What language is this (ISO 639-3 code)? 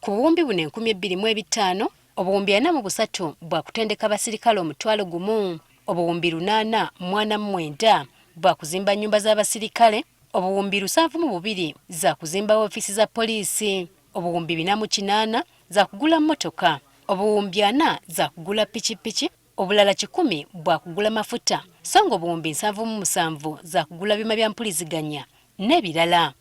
lug